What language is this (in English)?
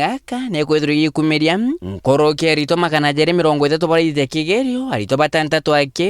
Meru